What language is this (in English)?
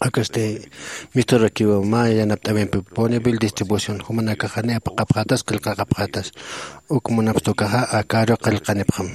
Aymara